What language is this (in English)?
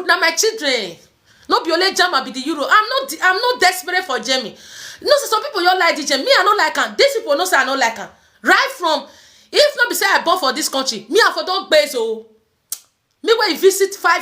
Nigerian Pidgin